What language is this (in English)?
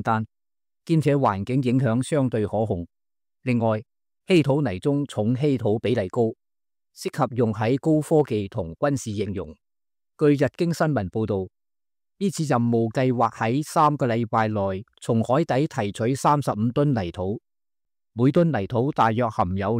Cantonese